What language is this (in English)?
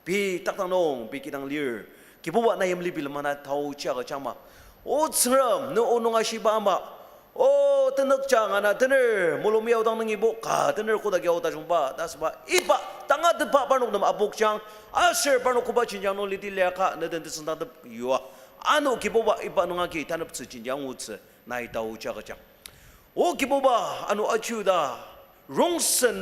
Ao Naga